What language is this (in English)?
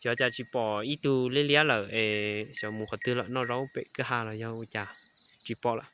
Hmong